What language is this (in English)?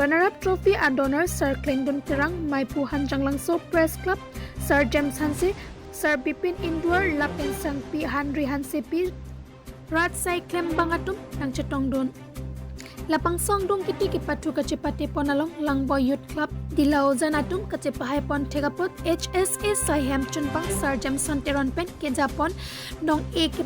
Karbi